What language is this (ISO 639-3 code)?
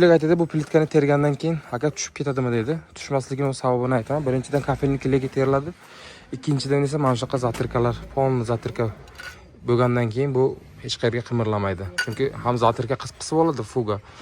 uzb